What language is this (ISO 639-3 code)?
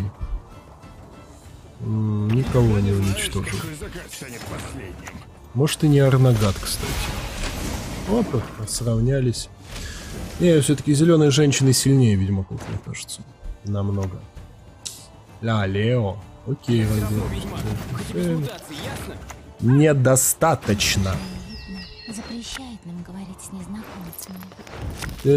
rus